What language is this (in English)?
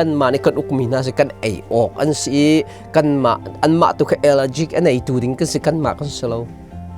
Hakha Chin